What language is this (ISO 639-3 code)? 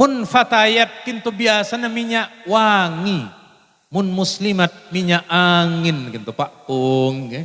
mad